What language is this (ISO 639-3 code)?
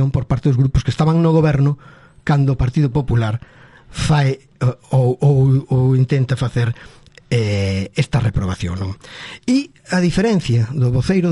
glg